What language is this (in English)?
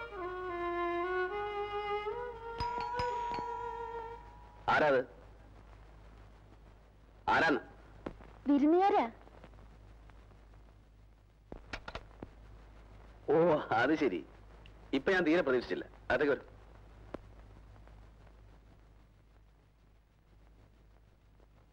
Malayalam